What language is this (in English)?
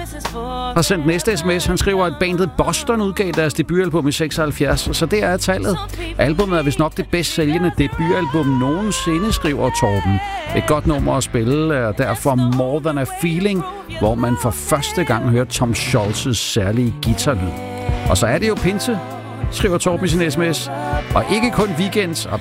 Danish